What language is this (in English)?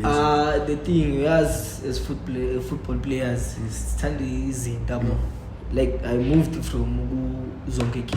Zulu